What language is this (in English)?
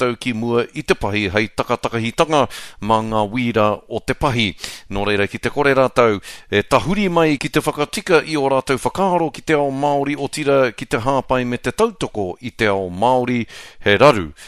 Māori